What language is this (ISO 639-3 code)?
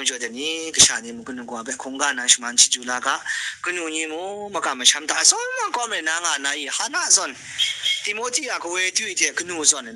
kac